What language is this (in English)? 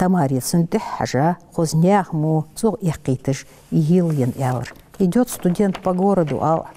Ingush